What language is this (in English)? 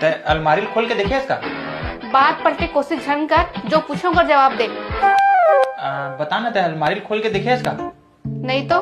Chhattisgarhi